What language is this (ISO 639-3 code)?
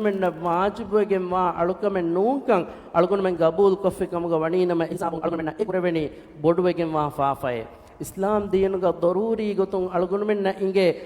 div